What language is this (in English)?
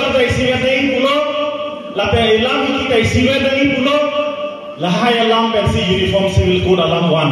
Karbi